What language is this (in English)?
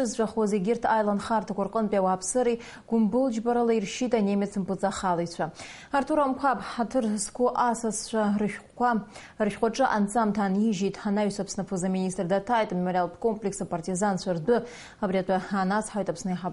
Abkhazian